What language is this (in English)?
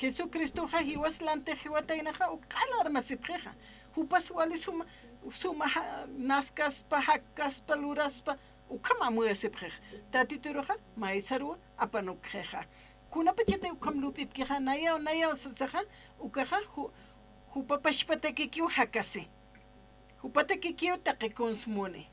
Aymara